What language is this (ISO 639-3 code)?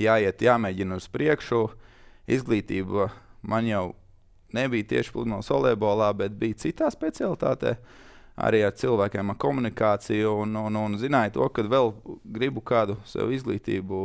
lav